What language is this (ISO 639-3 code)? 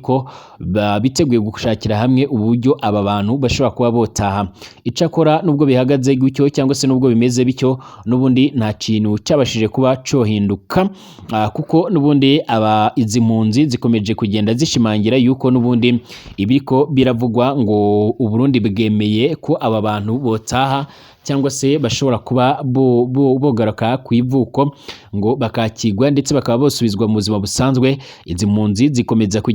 run